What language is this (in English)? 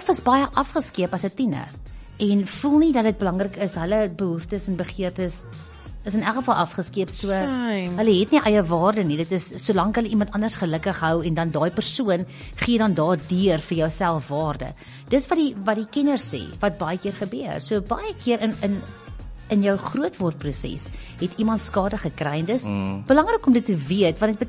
Afrikaans